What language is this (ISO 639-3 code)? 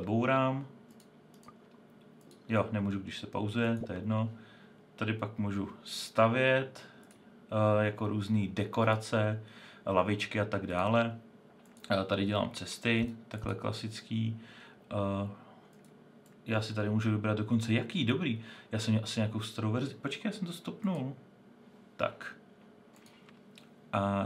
ces